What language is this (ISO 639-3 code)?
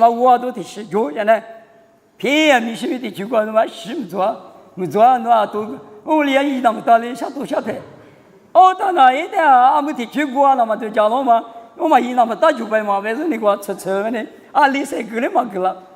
lis